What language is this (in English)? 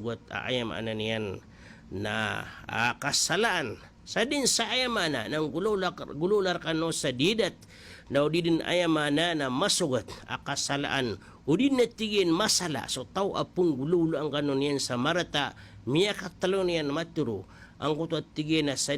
Maranao